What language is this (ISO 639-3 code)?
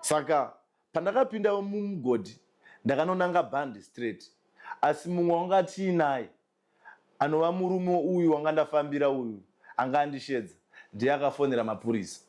sna